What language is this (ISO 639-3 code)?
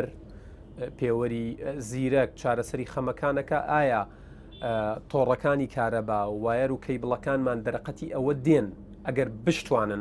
ckb